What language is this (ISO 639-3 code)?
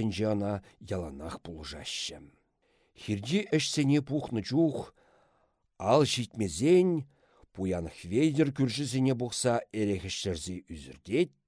chv